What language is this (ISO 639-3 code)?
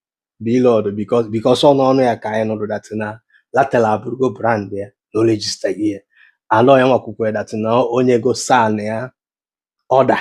ibo